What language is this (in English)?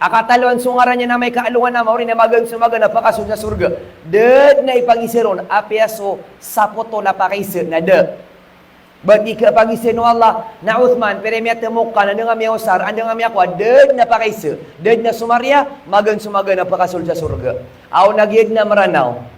Maranao